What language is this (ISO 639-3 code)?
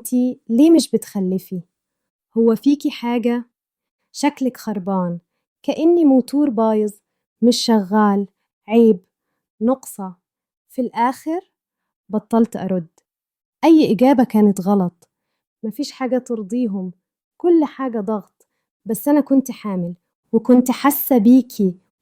arz